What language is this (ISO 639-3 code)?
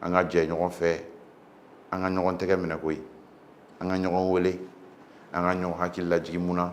bam